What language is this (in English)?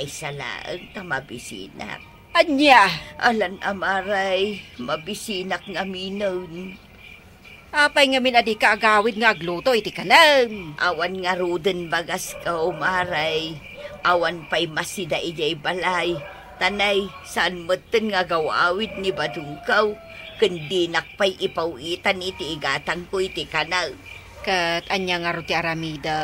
Iloko